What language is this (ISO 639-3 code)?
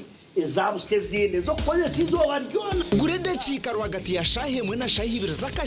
nyn